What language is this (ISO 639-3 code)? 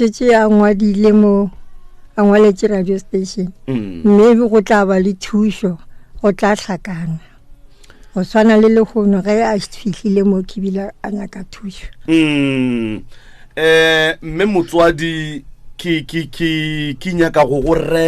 nso